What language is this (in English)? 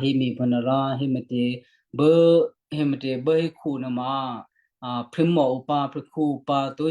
Western Kayah